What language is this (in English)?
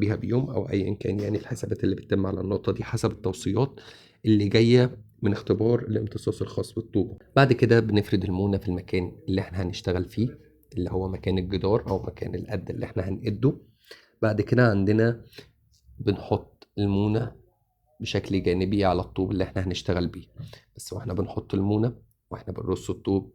Egyptian Arabic